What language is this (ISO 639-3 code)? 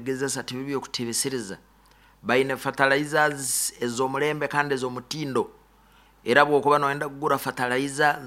nyo